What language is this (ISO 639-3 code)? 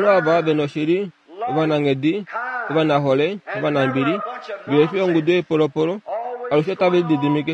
kua